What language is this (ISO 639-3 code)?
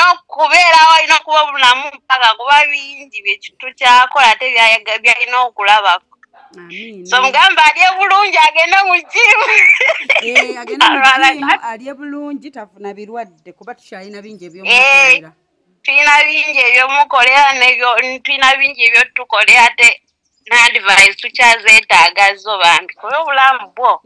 lug